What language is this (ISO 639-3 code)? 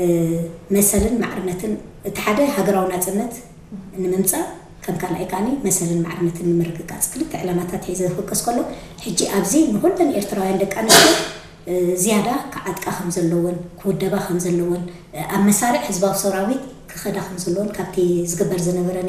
tir